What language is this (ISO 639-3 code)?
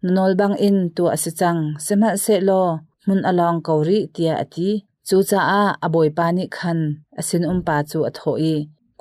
cnh